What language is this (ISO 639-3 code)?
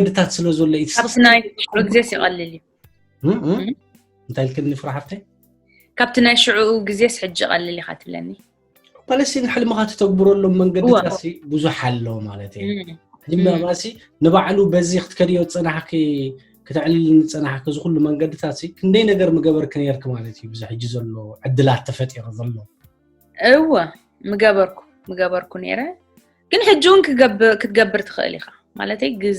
tir